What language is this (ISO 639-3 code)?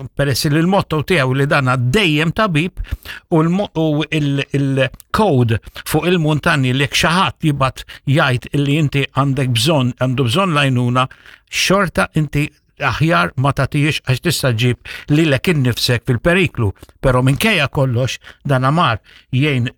mlt